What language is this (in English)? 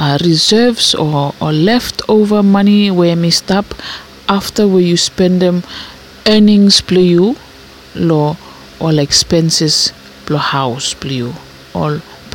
Bislama